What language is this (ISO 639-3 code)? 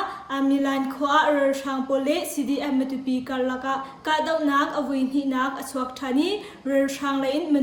cnh